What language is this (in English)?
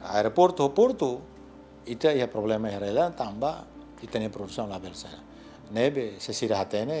Tetum